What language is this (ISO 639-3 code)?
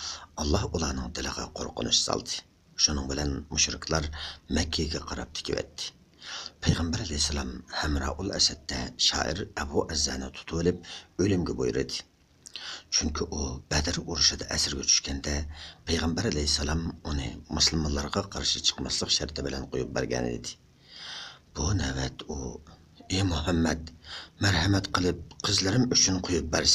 uig